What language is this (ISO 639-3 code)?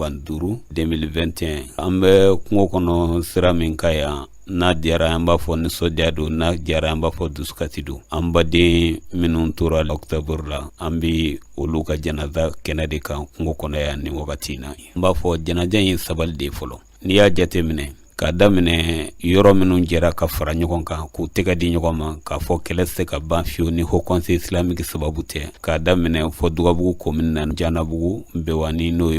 bam